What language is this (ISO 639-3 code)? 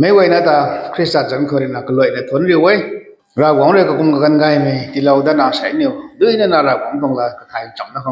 nbu